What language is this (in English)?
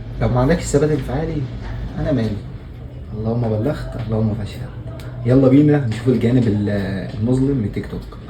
Egyptian Arabic